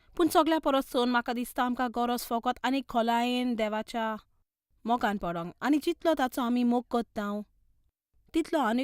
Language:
Konkani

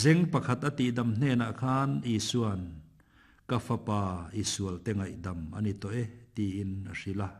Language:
Mizo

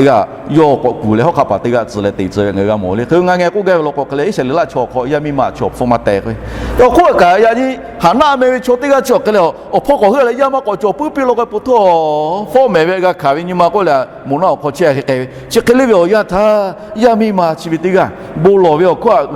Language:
Lahu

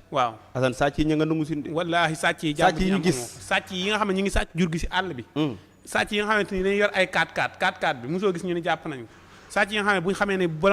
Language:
Wolof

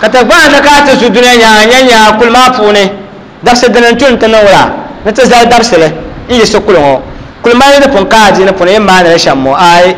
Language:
Dagbani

